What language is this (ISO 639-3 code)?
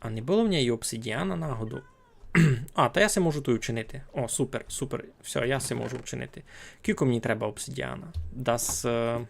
rue